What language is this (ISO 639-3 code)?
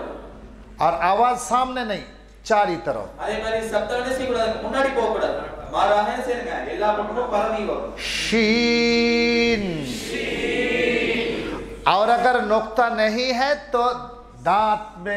tam